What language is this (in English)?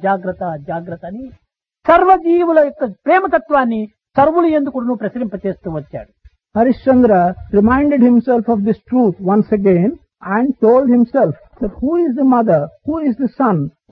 Telugu